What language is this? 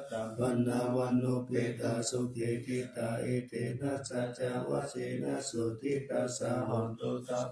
Pali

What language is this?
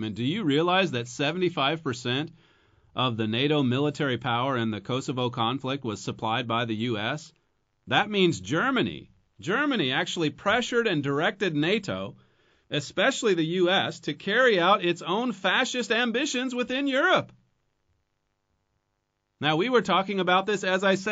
English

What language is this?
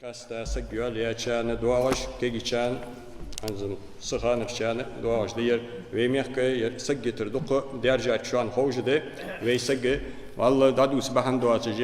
Ingush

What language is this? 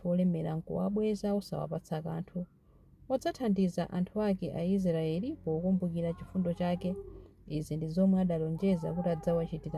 Nyanja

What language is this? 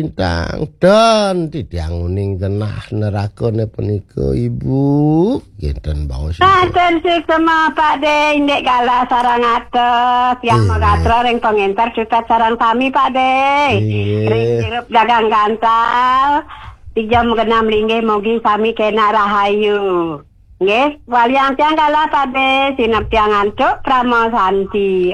Balinese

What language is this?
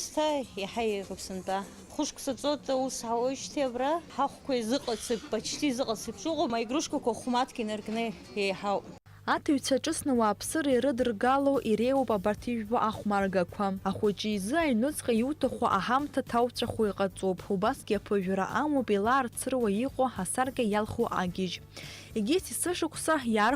Abkhazian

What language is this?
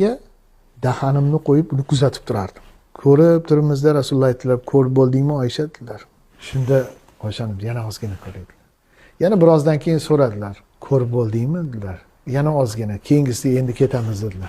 Uzbek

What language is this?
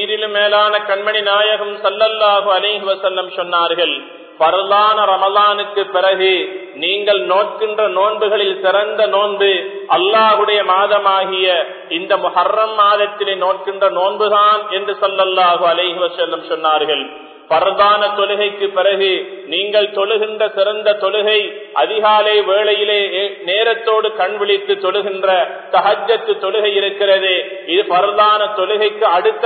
Tamil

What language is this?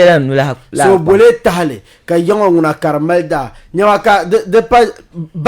Dagbani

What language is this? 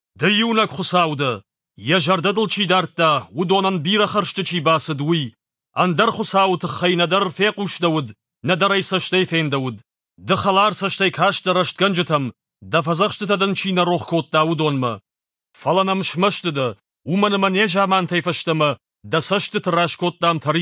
Ossetic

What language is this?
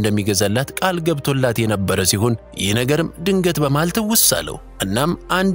Amharic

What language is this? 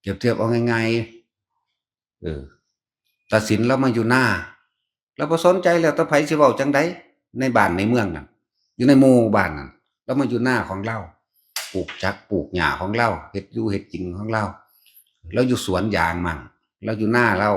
Northeastern Thai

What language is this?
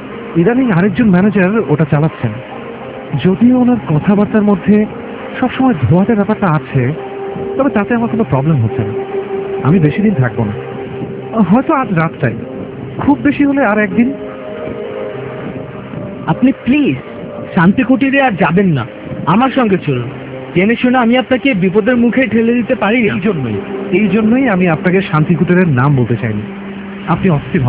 Bangla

